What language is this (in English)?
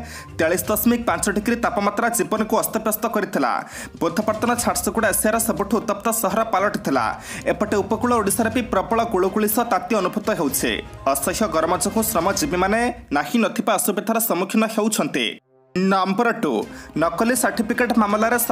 Odia